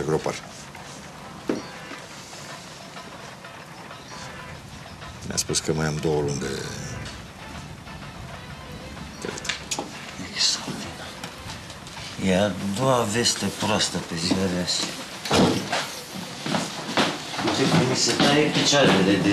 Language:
Romanian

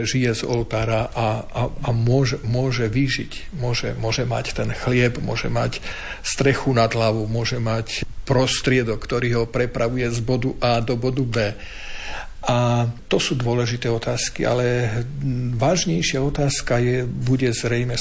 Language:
Slovak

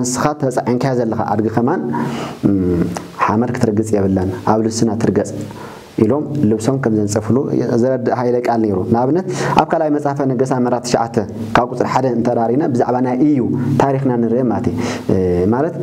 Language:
Tigrinya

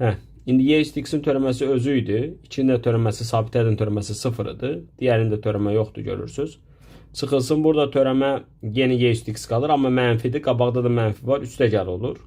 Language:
Azerbaijani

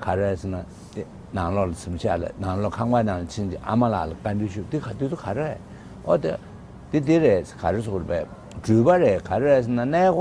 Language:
Tibetan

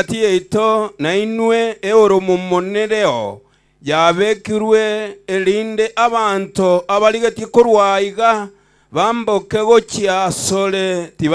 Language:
Gusii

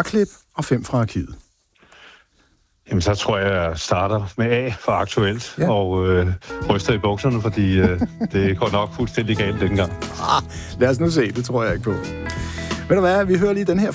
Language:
Danish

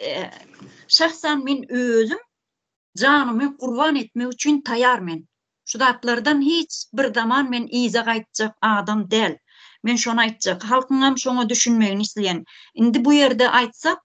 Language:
Turkmen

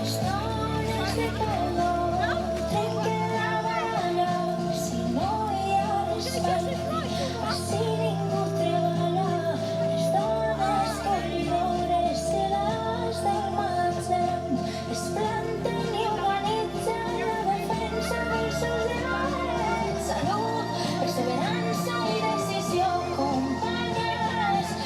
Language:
Occitan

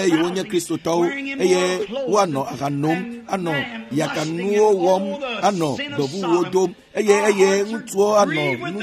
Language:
Ewe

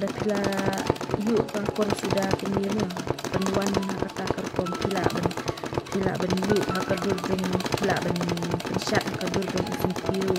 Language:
Khasi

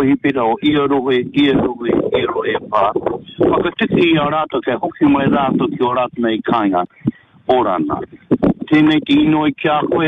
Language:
Māori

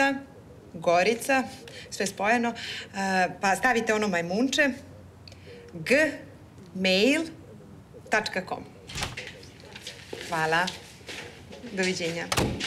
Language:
Serbian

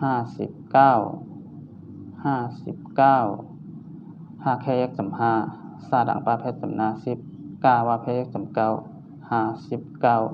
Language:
Shan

